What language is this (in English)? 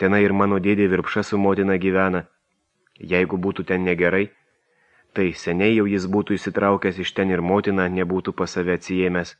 Lithuanian